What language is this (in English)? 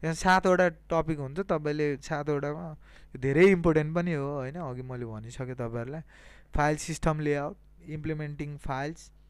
Nepali